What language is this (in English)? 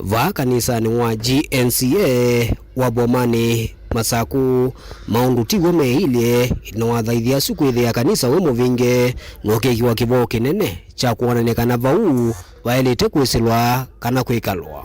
Kamba